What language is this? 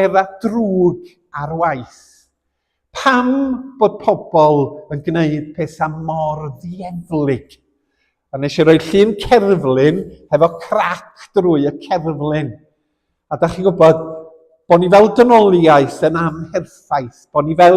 Welsh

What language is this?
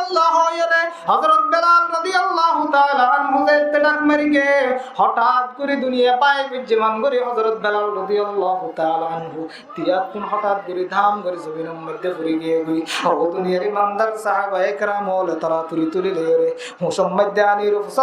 Rohingya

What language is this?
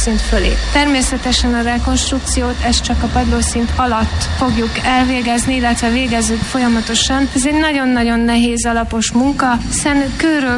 Hungarian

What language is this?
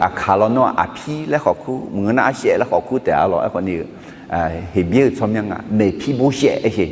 Akha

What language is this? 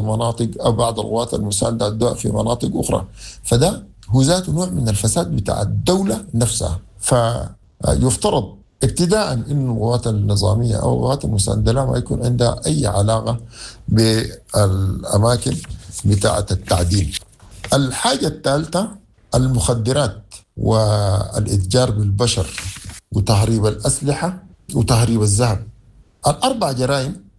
Sudanese Arabic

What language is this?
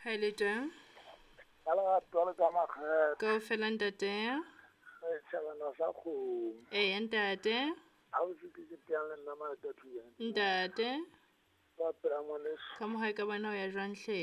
Southern Sotho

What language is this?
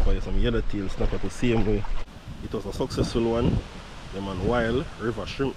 Jamaican Creole English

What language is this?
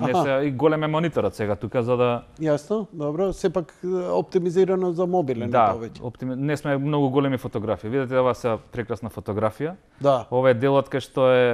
Macedonian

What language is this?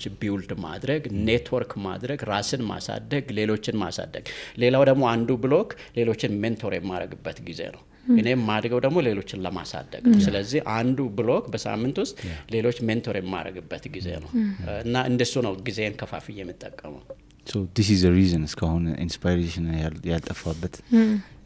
Amharic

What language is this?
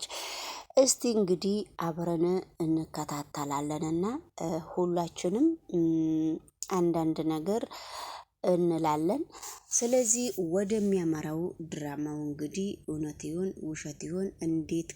Amharic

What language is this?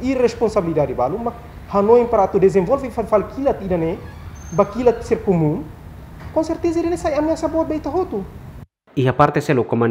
Tetum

